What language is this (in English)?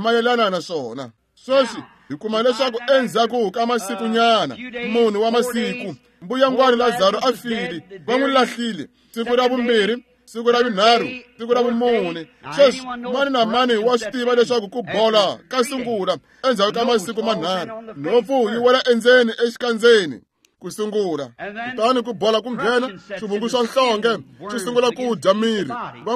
Tsonga